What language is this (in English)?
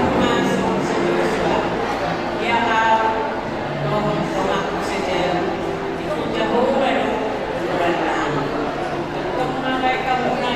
Batak Toba